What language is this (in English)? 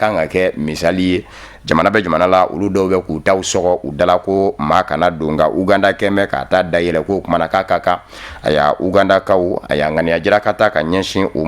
Bambara